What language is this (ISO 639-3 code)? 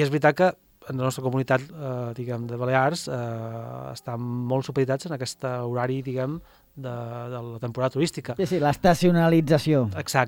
cat